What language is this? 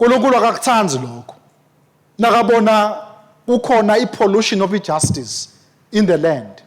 Swati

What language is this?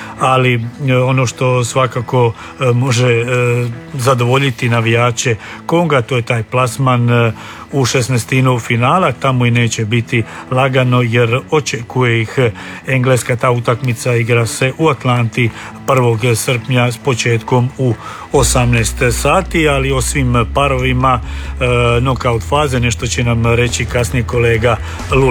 Croatian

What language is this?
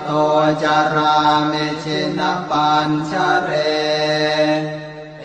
Pali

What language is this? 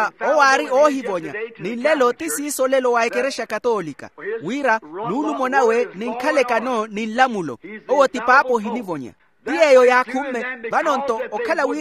Makhuwa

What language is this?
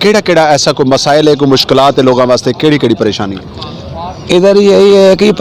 Saraiki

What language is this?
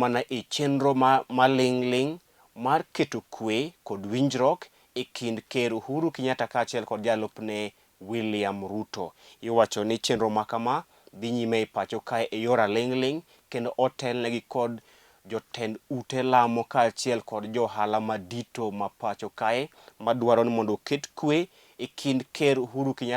Luo (Kenya and Tanzania)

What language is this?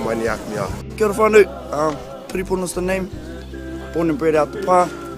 Māori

